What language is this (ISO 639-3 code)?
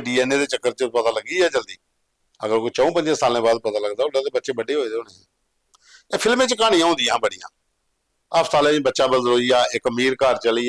doi